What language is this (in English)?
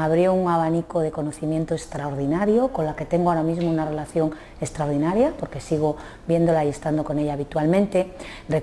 Spanish